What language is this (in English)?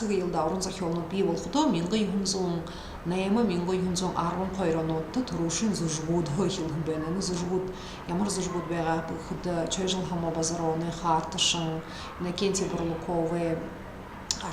Buriat